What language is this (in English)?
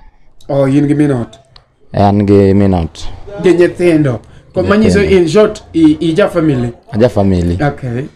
Luo (Kenya and Tanzania)